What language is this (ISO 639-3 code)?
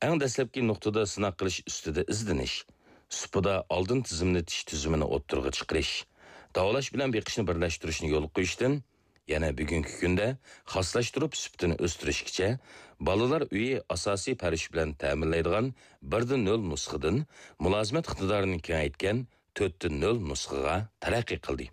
uig